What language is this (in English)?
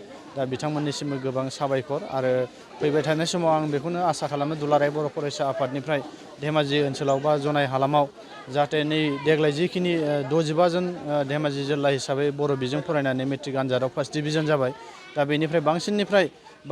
Bodo